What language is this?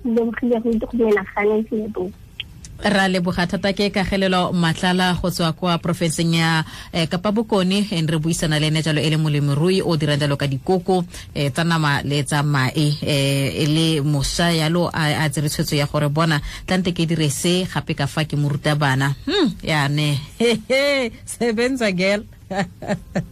Tswana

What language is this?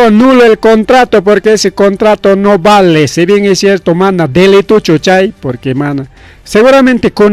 Ayacucho Quechua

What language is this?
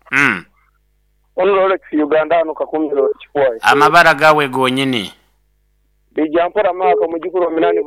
Nyoro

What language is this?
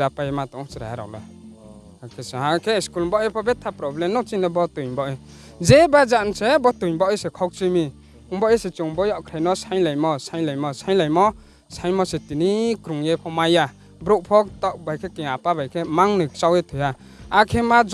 Riang (India)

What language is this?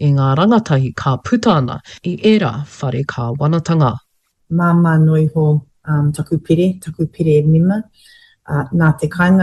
Māori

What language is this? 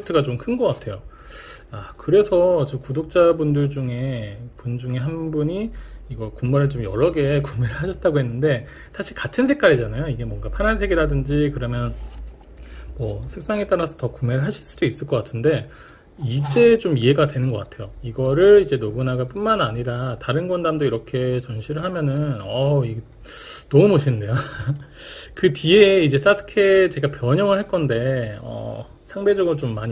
Korean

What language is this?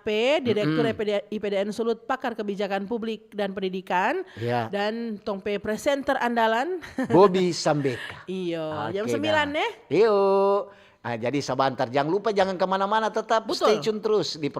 Manado Malay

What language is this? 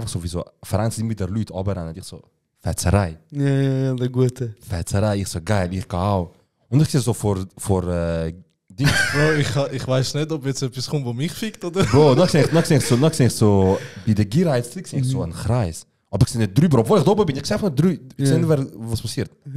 Swiss German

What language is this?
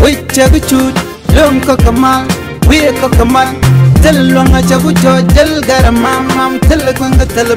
Nuer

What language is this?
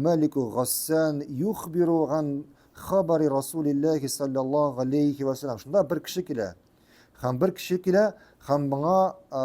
Tatar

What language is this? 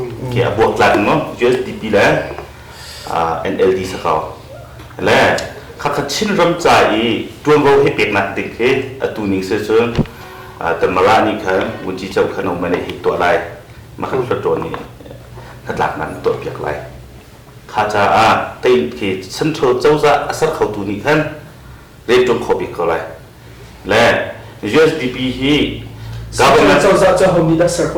Hakha Chin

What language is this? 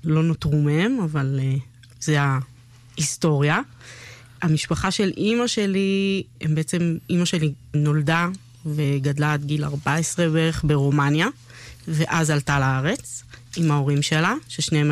Hebrew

